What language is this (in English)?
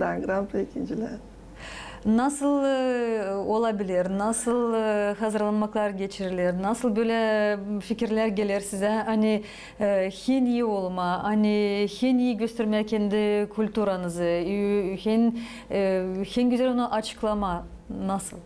Gagauz